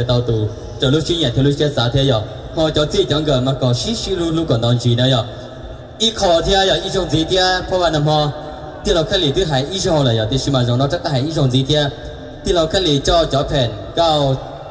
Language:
Hmong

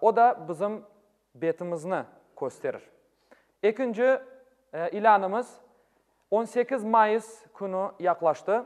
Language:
Crimean Tatar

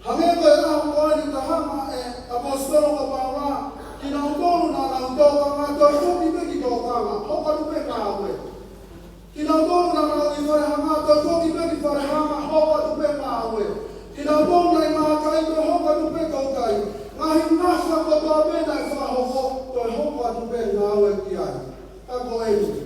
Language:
Tongan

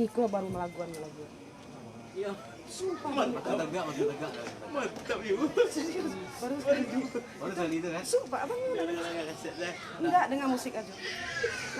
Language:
Minangkabau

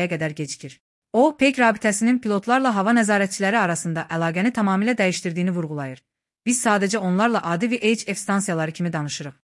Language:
Azerbaijani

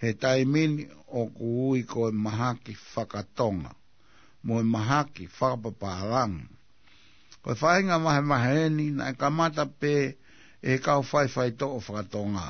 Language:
Tongan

